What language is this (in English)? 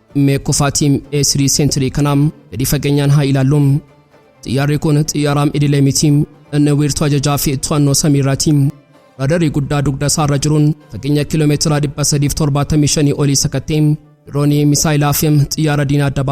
Oromo